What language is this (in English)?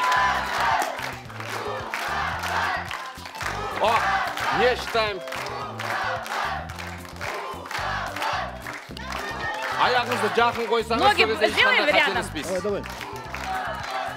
Kazakh